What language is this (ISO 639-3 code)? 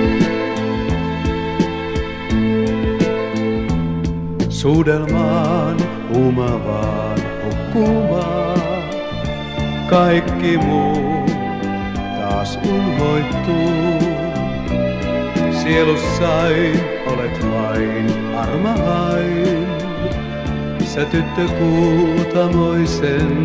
fin